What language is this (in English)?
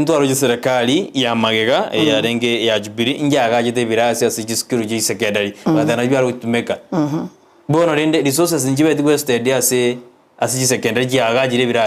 Gusii